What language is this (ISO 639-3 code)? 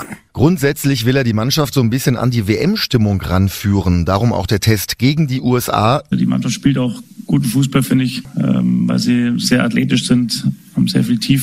deu